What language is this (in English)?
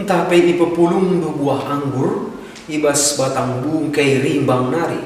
Batak Karo